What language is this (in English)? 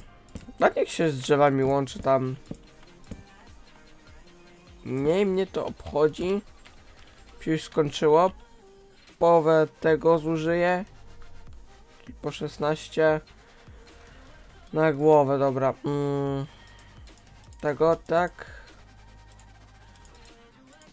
Polish